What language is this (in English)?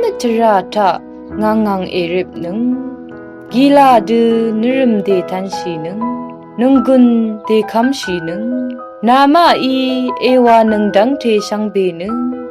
Rawang